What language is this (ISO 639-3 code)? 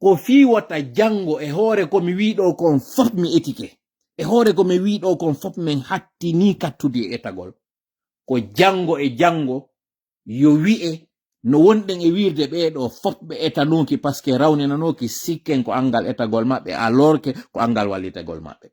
ful